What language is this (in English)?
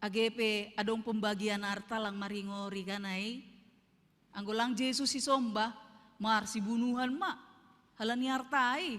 Batak Simalungun